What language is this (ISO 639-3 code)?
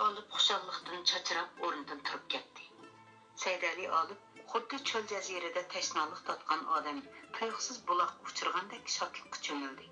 uig